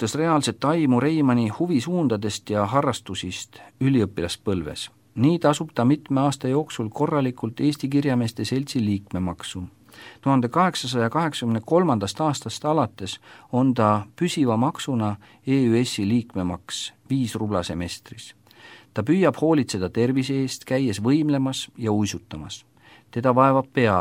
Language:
Estonian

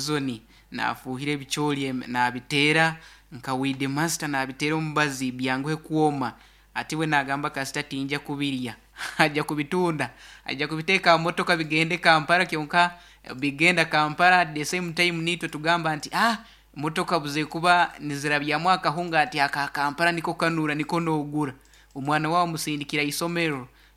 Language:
Nyoro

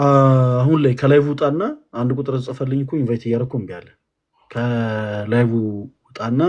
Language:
Amharic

